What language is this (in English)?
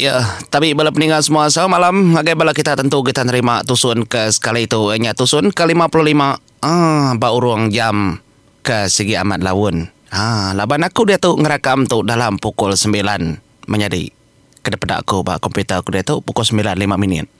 Iban